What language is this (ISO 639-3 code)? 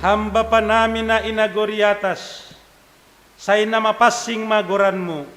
bts